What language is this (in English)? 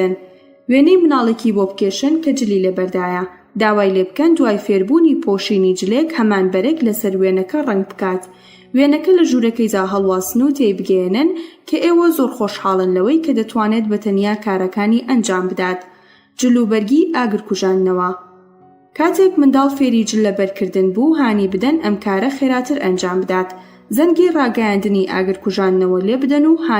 Central Kurdish